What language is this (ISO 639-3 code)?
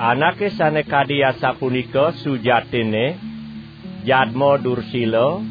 ban